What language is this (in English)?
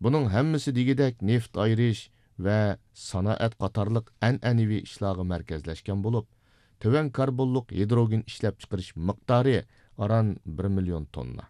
Uyghur